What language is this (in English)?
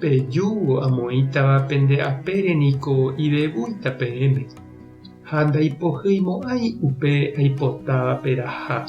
Guarani